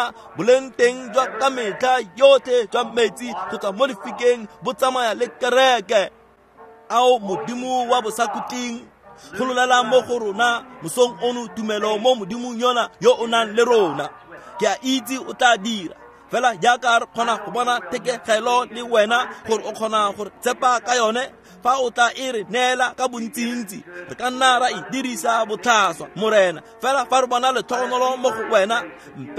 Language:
Tswana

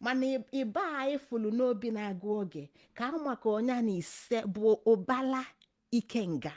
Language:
Igbo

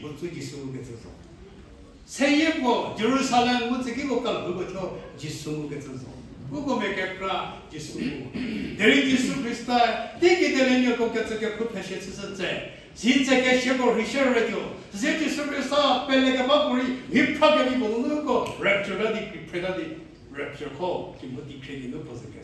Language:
Angami Naga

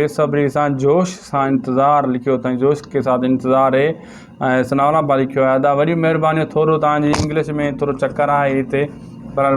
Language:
Sindhi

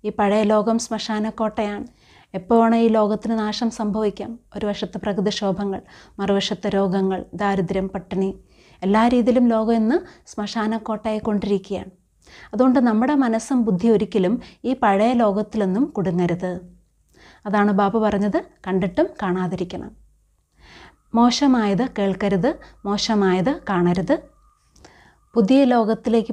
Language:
Malayalam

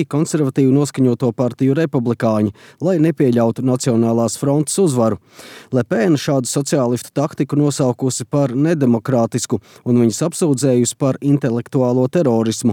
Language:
Latvian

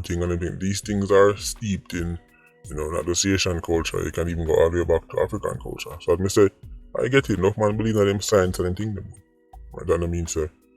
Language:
Jamaican Creole English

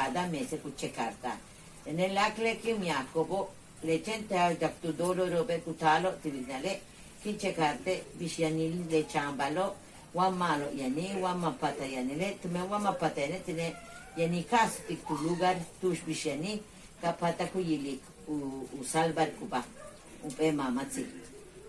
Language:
Yucateco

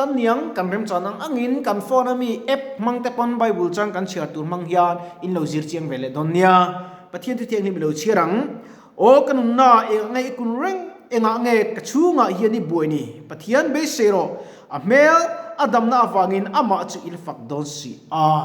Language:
Mizo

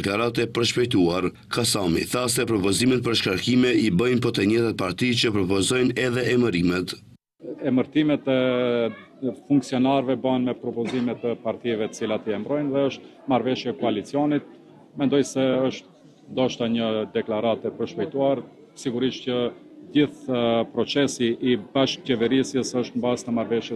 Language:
Albanian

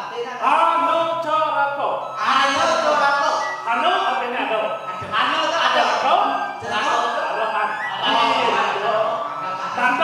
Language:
Balinese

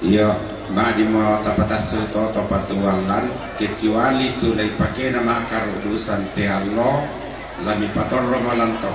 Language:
Toraja-Sa'dan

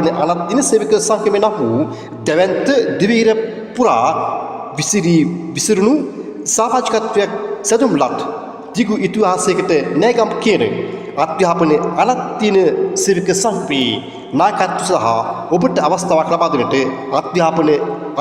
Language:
Sinhala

